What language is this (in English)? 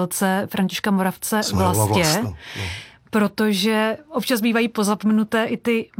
Czech